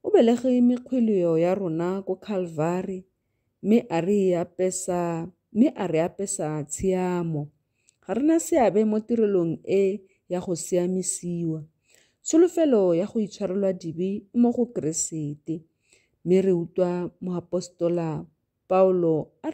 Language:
Tswana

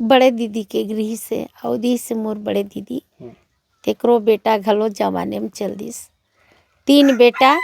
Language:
Chhattisgarhi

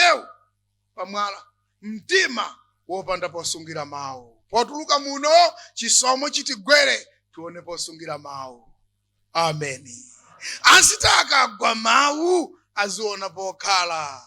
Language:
Nyanja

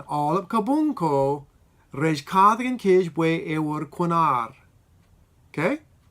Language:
Marshallese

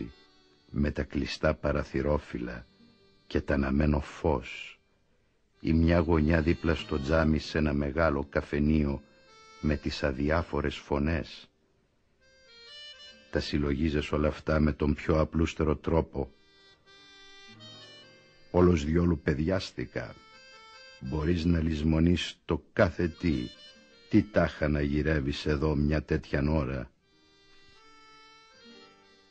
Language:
Greek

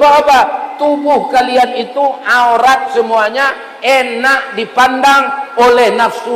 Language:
Minangkabau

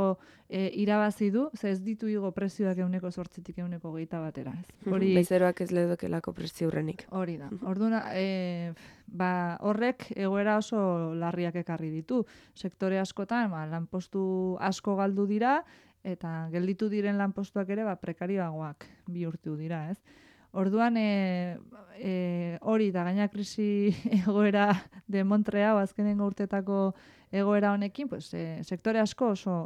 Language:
Basque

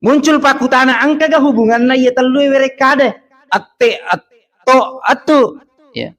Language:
Buginese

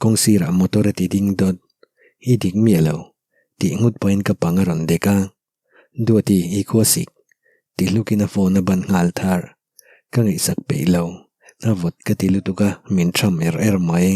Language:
Mizo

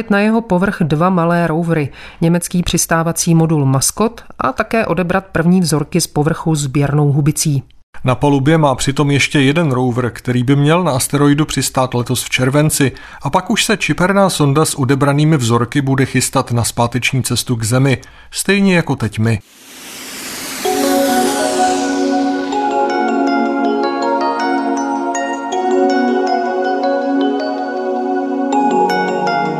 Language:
Czech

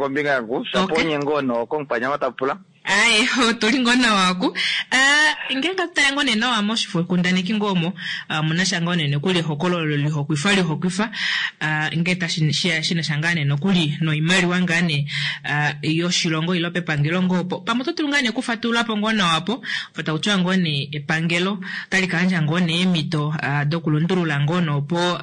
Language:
Kuanyama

